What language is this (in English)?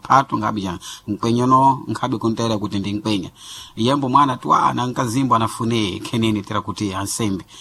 Sena